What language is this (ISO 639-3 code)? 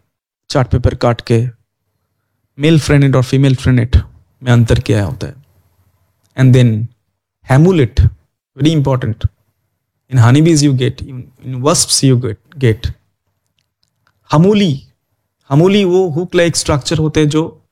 hin